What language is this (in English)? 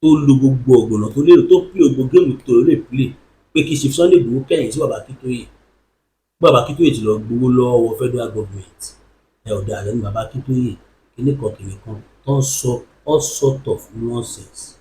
Yoruba